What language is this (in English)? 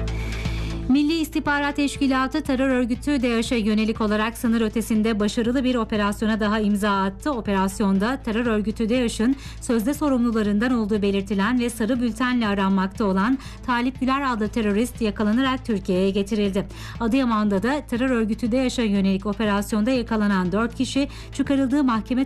Turkish